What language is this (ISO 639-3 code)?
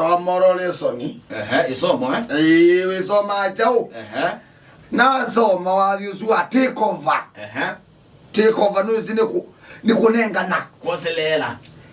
kam